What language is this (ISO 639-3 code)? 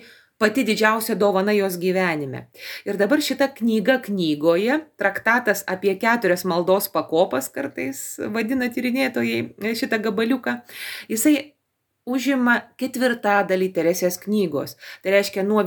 lit